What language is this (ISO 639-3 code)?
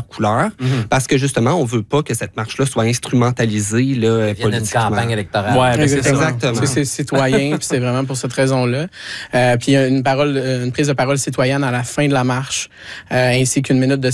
fra